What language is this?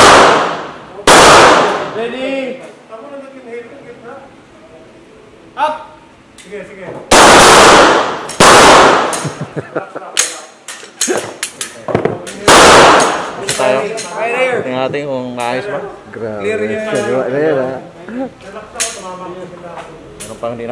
Filipino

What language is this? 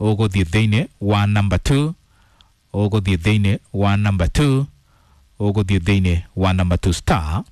Kikuyu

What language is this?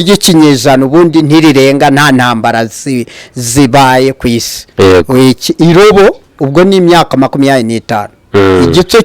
Kinyarwanda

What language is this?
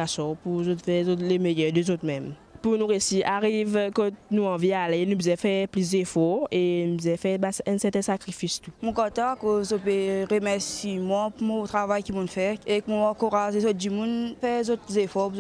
Morisyen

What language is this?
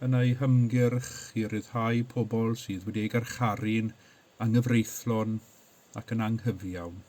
Welsh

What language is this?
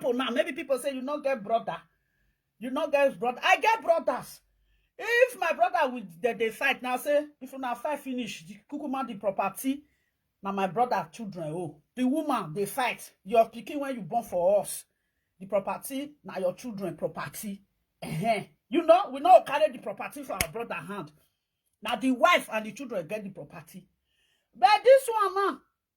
Nigerian Pidgin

